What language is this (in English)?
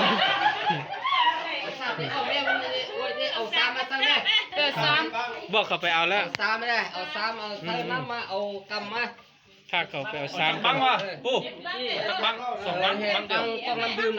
Lao